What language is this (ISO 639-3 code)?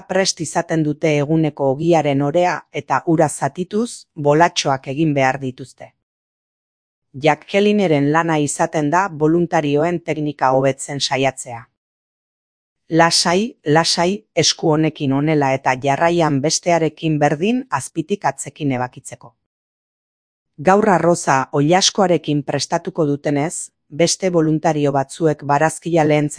eus